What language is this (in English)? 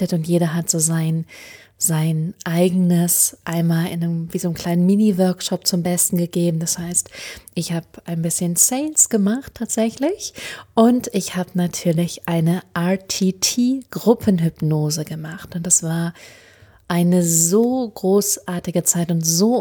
German